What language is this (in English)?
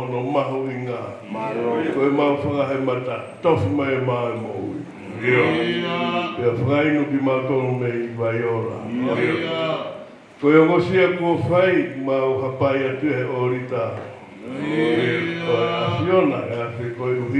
Tongan